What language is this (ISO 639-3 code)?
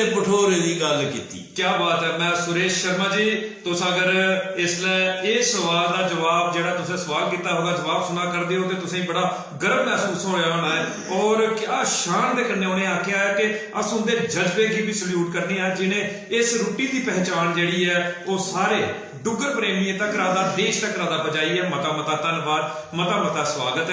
doi